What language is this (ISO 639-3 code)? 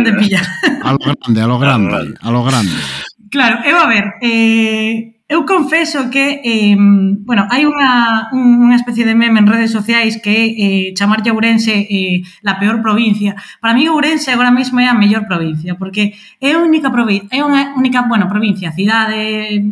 glg